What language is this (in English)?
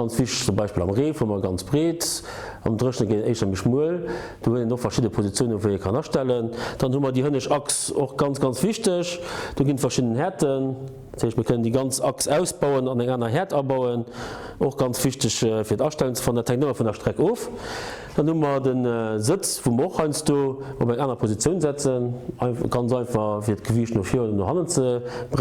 Luxembourgish